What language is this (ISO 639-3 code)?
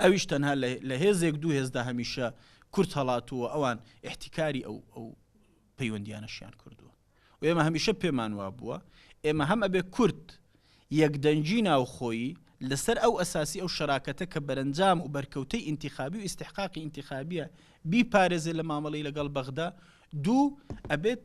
ckb